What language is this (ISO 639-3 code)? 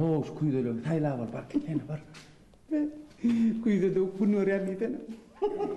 tuk